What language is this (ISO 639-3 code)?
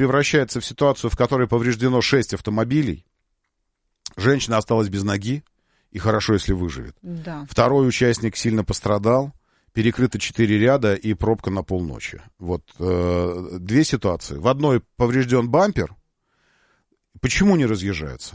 rus